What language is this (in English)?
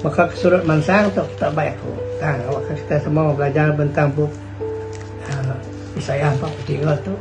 Iban